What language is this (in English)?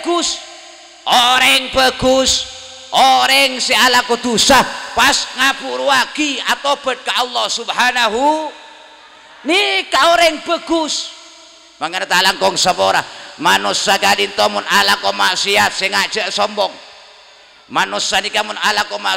Madurese